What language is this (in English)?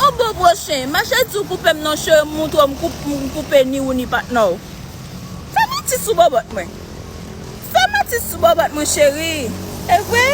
Haitian Creole